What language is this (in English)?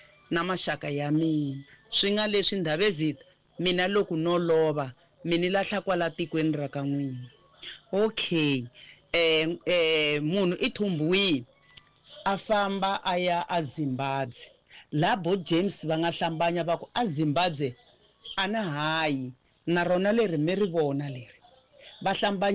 Tsonga